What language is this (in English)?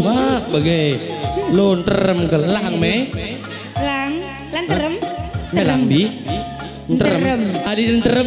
Batak Karo